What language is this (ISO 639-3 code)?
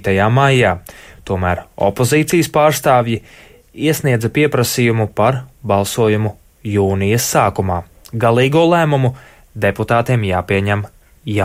lav